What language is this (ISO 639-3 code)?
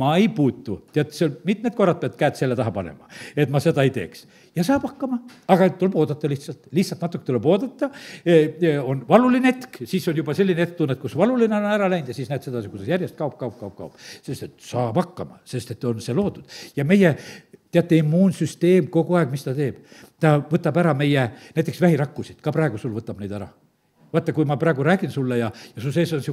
est